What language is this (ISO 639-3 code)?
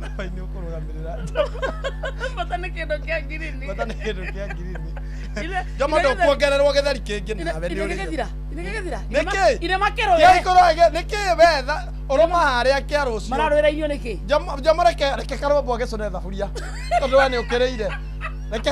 kik